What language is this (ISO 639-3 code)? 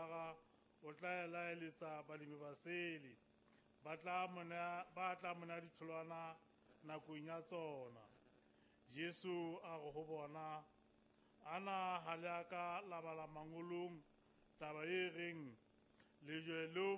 sot